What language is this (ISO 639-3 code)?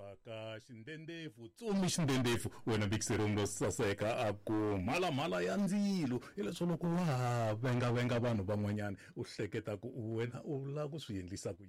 tso